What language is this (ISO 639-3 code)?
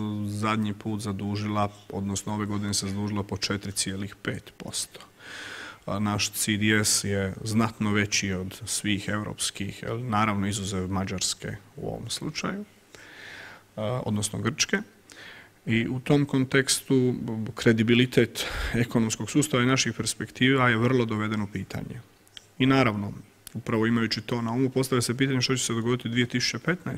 hrv